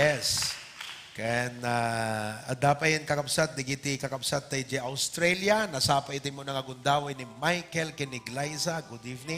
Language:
Iloko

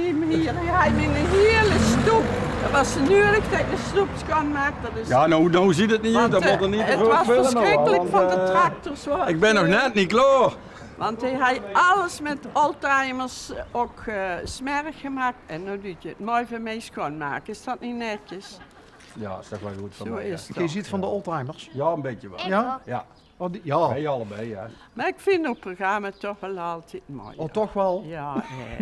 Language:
Limburgish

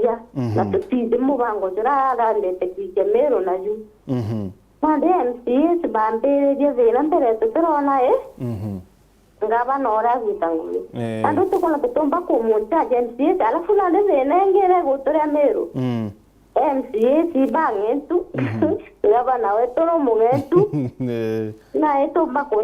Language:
Meru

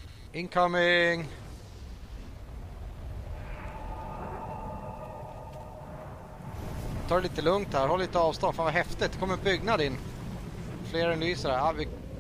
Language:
Swedish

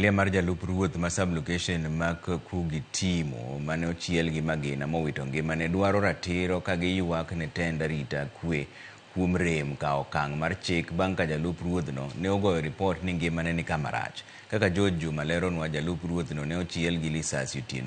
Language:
Luo (Kenya and Tanzania)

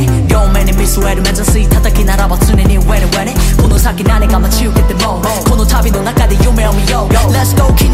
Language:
Japanese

